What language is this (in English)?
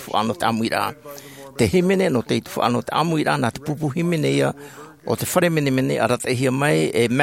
Tahitian